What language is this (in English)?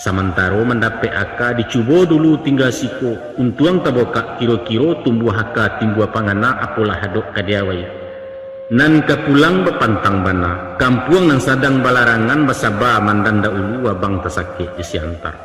Minangkabau